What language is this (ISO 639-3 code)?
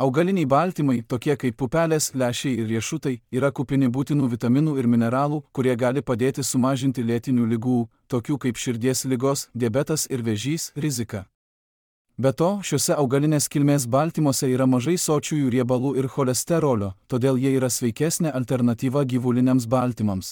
lit